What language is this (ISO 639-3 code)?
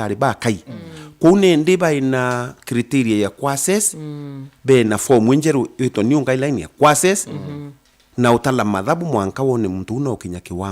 mer